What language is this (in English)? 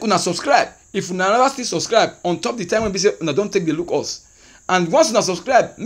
Nigerian Pidgin